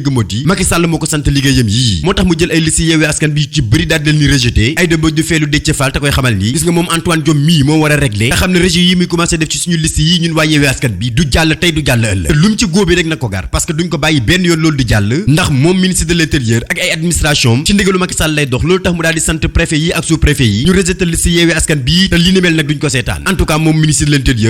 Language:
Wolof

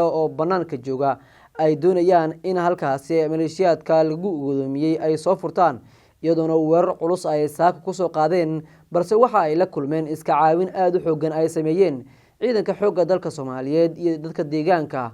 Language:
Somali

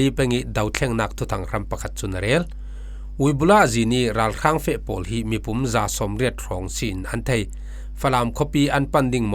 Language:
Falam Chin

